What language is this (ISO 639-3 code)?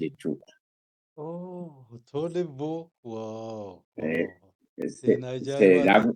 orm